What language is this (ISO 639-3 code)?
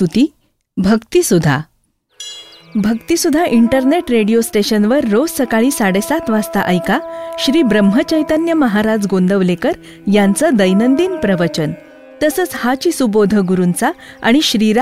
mar